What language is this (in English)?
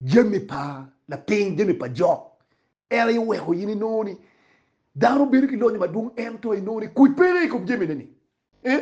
Acoli